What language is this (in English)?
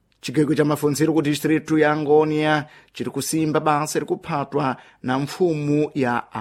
Sena